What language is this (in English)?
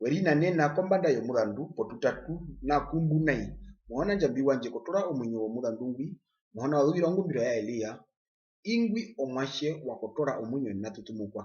Herero